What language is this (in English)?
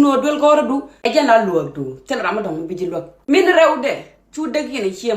Nuer